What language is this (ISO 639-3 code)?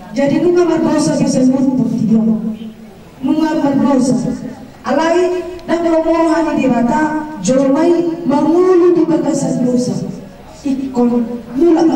bbc